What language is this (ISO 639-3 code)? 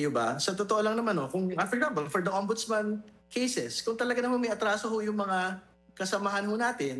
fil